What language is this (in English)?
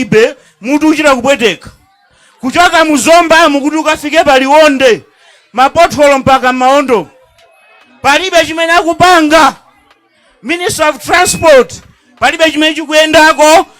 Nyanja